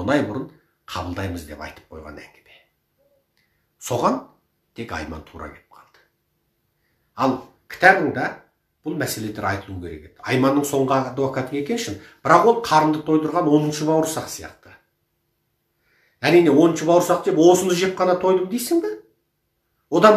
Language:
Kazakh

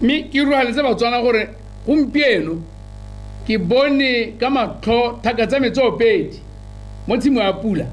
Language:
Tswana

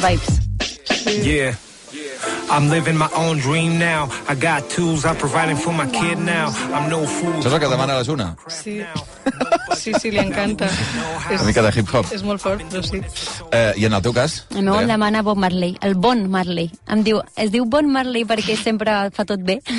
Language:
Catalan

